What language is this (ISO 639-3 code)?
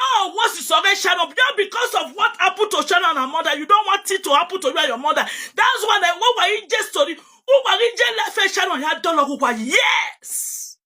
pcm